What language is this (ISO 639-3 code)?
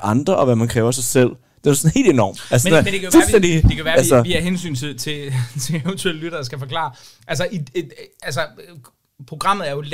dan